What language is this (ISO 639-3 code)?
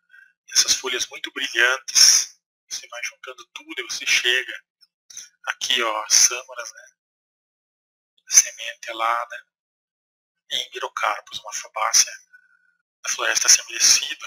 por